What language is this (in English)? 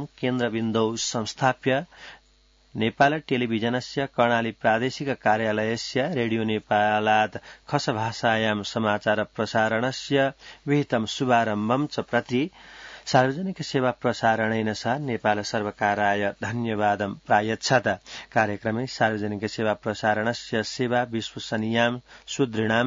Sanskrit